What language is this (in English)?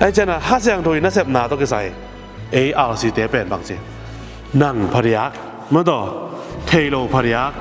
Tedim Chin